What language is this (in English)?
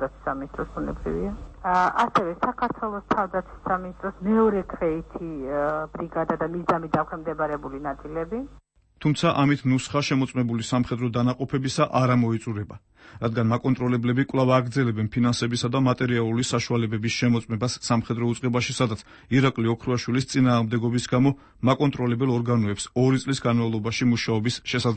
Georgian